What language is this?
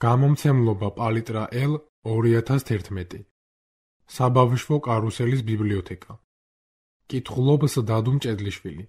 Georgian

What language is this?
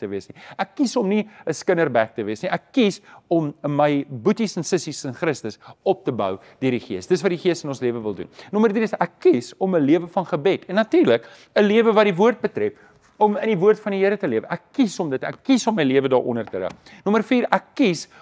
Afrikaans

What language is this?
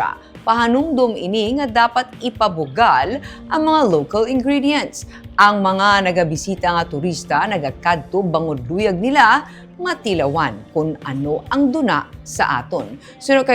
Hiligaynon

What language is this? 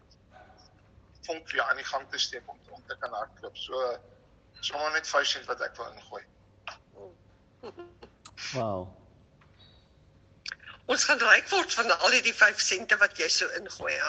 Afrikaans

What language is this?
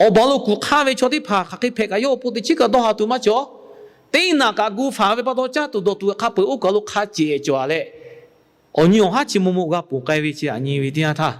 Lahu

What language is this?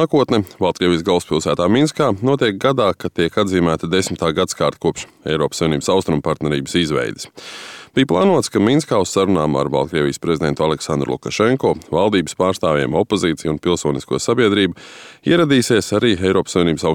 Latvian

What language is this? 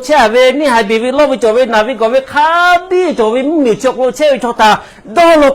Lahu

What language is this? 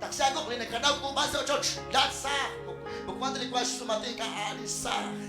Kekchí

